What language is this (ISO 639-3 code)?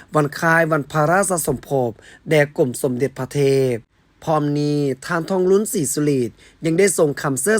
lao